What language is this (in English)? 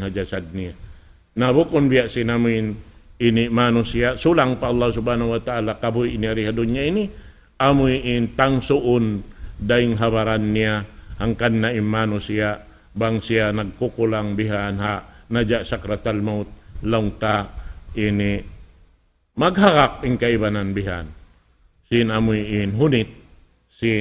Tausug